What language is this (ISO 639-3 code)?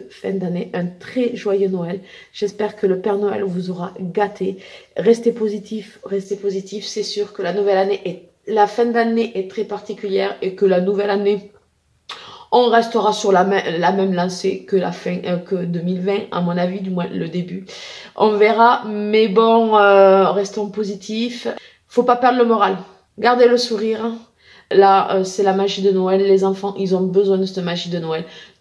fra